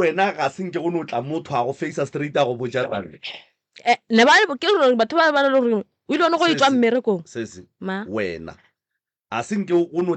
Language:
Northern Sotho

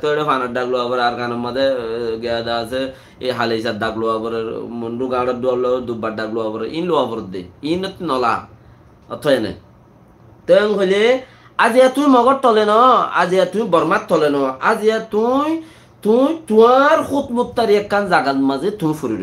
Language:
Rohingya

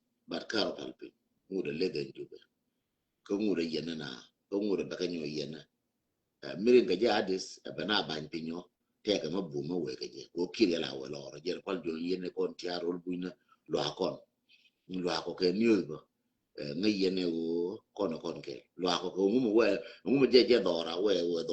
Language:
Nuer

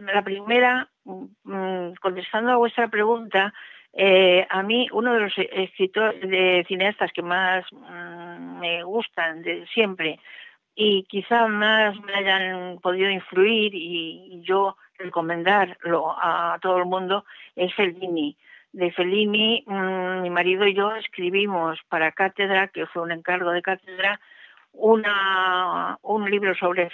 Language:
Spanish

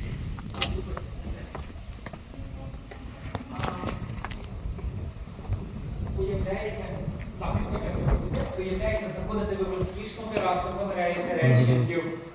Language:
Ukrainian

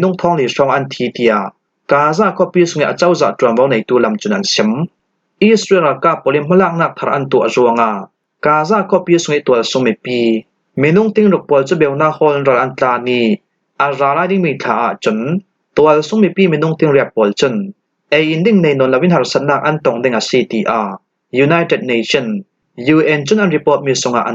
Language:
Falam Chin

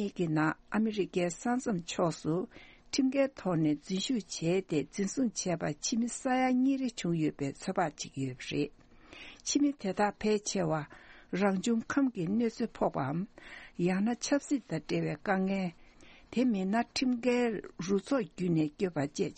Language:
Tibetan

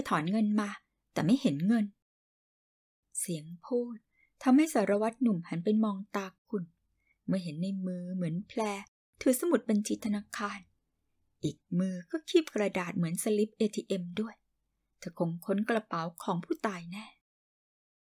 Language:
Thai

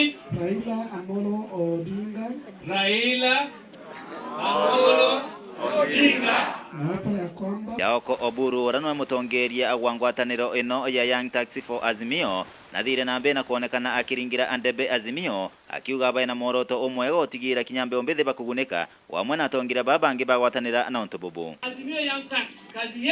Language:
Meru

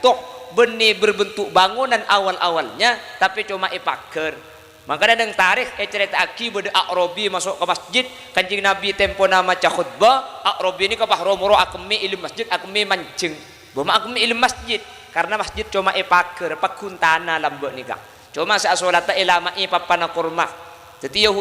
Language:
Madurese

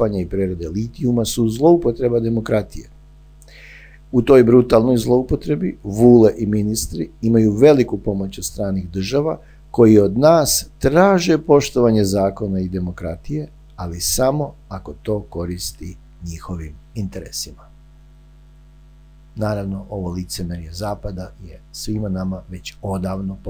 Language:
Serbian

